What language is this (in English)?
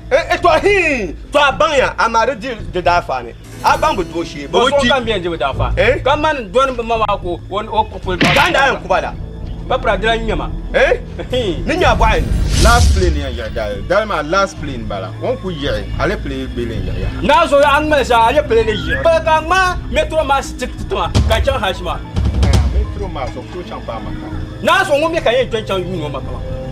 Dagbani